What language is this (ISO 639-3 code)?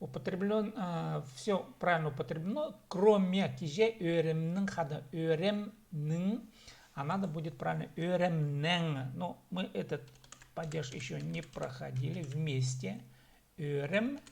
kjh